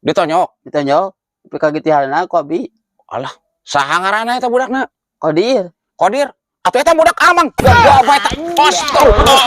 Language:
Sundanese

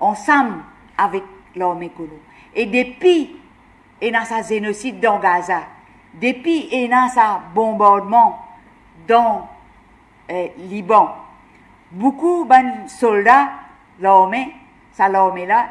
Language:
Morisyen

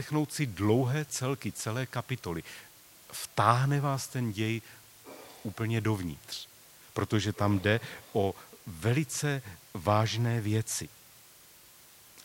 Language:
Czech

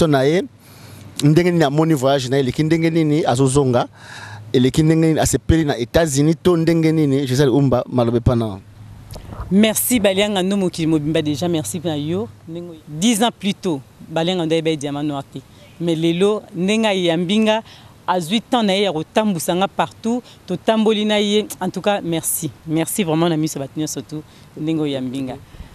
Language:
Lingala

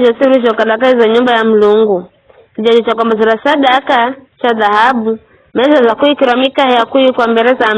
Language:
Giryama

